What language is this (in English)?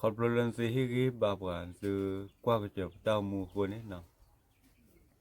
S'gaw Karen